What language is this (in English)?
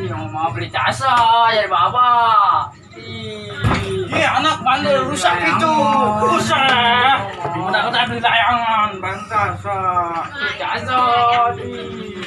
Betawi